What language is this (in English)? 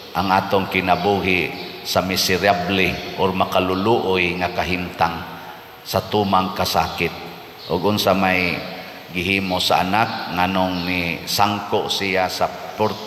Cebuano